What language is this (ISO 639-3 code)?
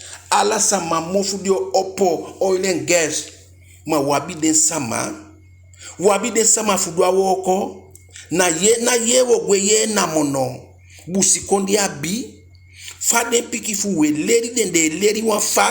djk